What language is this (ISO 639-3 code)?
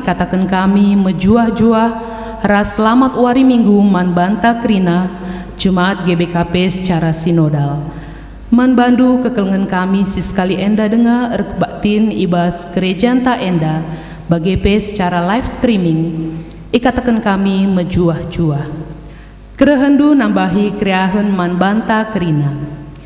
btx